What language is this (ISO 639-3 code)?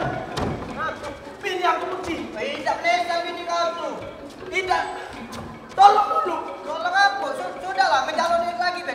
mui